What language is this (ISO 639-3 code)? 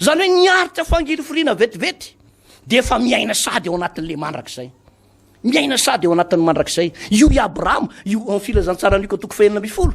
mlg